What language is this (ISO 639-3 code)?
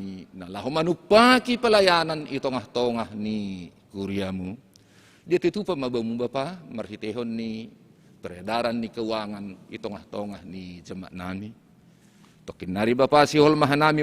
bts